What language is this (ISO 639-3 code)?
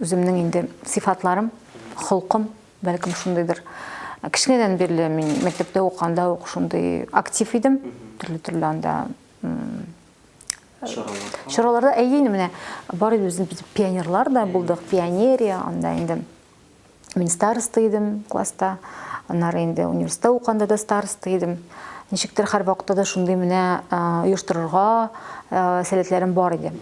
tat